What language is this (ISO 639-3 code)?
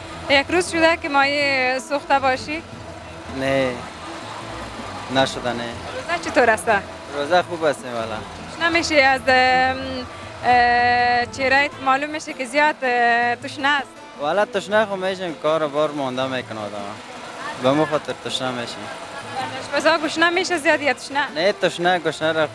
fas